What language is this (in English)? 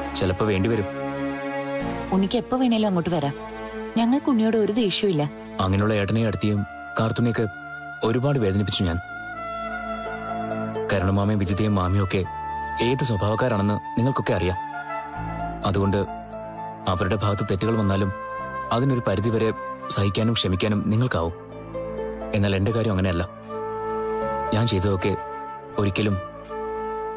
Malayalam